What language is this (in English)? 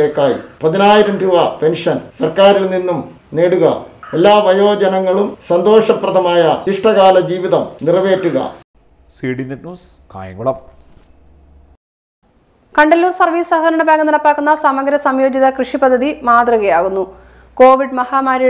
Malayalam